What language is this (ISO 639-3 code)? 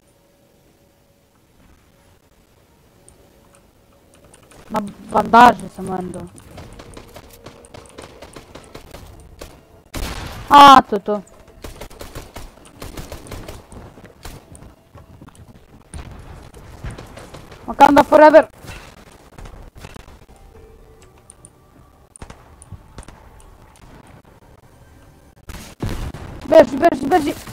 hrv